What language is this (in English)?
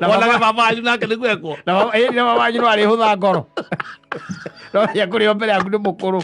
Kikuyu